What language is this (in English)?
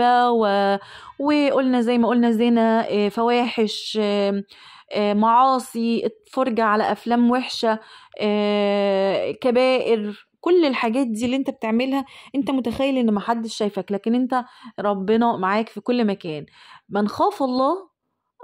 Egyptian Arabic